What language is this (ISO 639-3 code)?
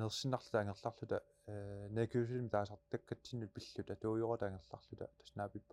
kal